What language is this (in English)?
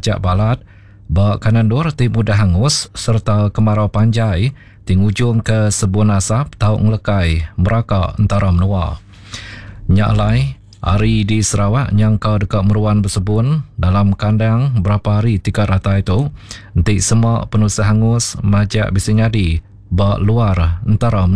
Iban